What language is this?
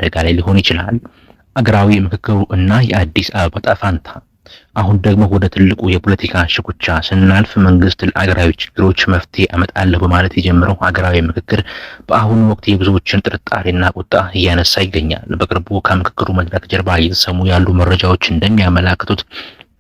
Amharic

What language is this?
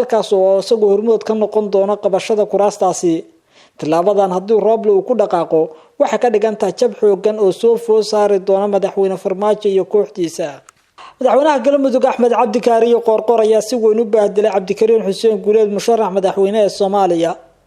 Somali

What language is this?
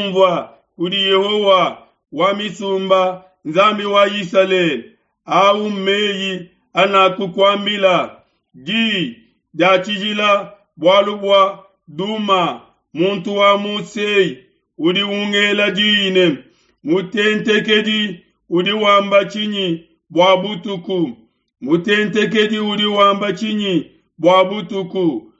Luba-Lulua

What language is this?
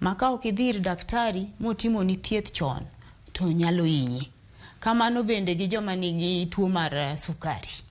Luo (Kenya and Tanzania)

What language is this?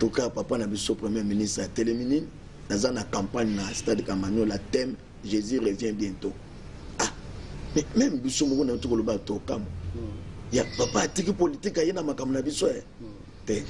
Lingala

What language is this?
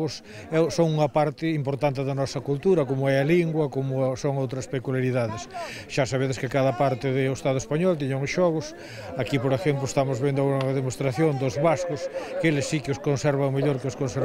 Galician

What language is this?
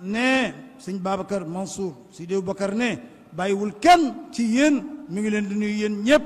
Wolof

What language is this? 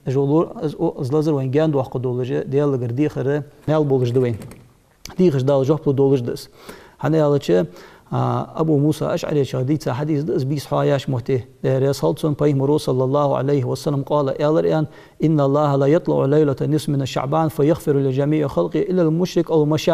Ingush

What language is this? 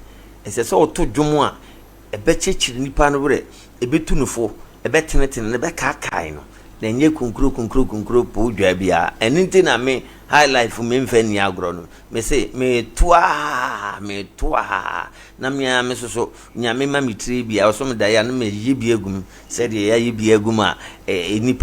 Akan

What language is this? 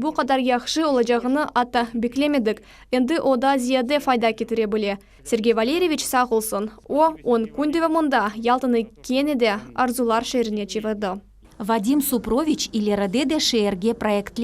Crimean Tatar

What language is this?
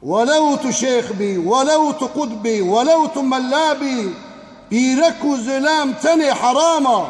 Kurdish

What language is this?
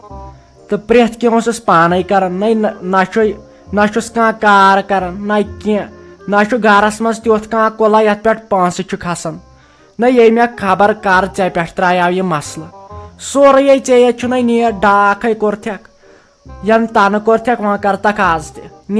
Kashmiri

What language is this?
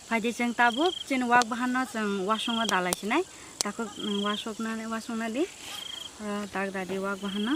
Kok Borok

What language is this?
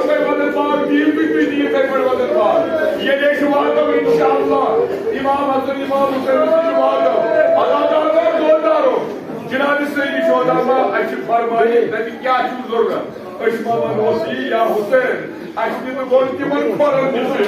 Kashmiri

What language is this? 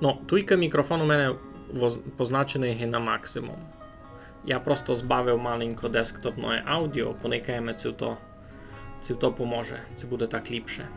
Rusyn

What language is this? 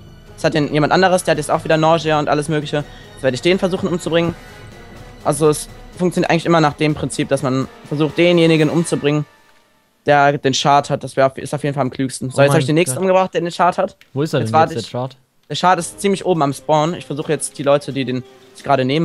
German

